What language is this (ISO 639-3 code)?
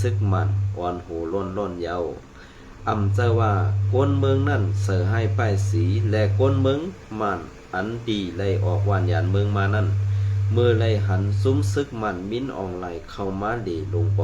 shn